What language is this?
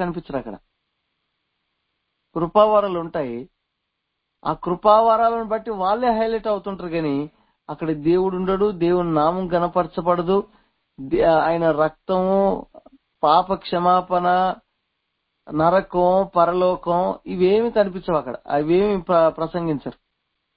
Telugu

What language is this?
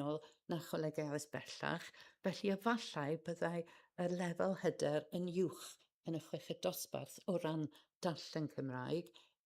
Welsh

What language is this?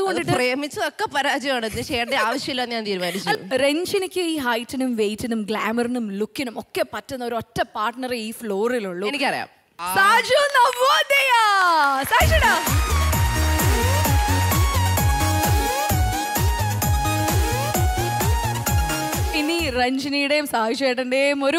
Malayalam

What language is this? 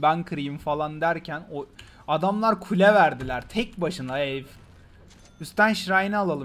Turkish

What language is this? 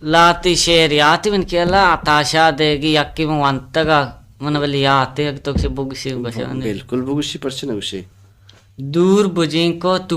Baluchi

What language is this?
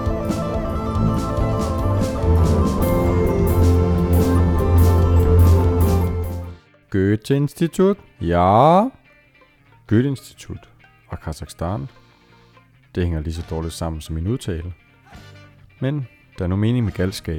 Danish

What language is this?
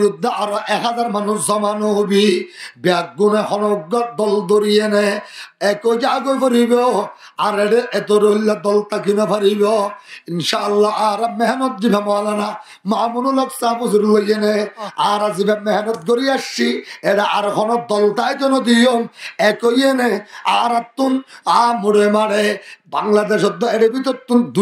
Rohingya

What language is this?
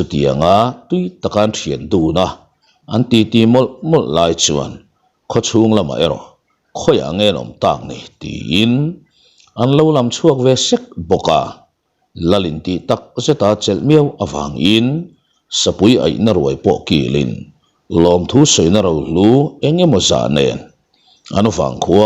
Mizo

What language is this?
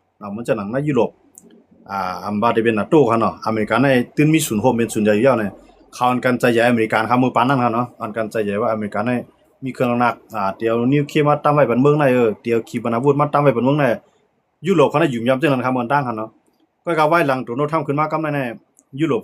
Shan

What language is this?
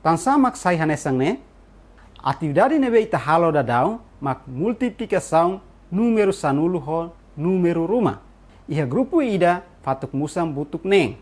Tetum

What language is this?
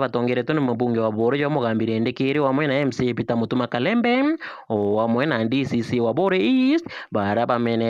Meru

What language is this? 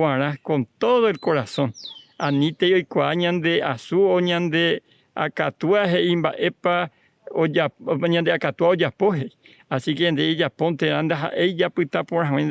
Guarani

